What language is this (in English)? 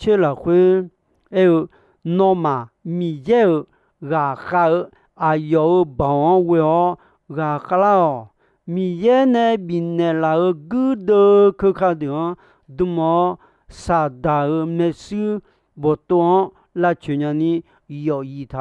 Akha